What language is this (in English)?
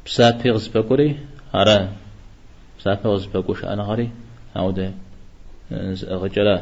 Kabardian